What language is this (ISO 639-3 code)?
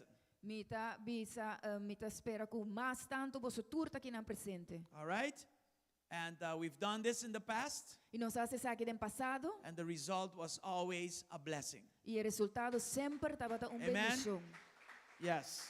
pap